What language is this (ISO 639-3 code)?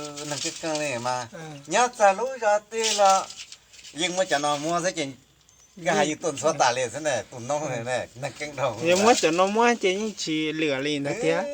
hmn